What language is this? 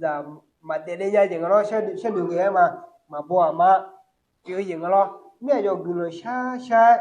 Akha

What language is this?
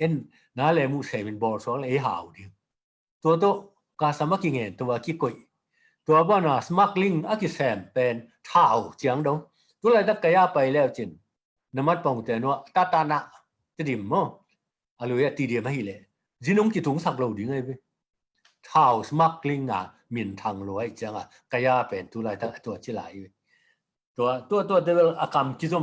Tedim Chin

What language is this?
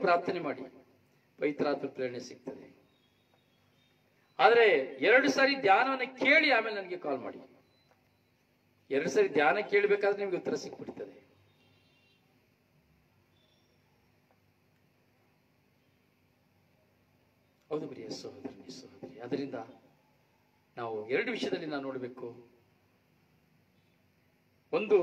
Kannada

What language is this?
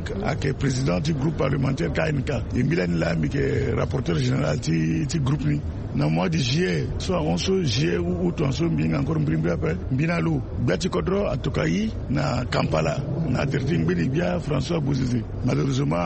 Sango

